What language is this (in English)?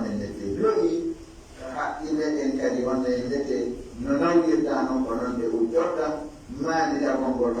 Pular